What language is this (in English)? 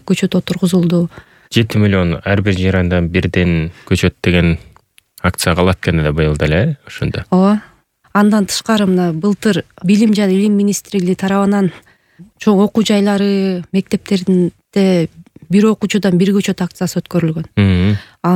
Kyrgyz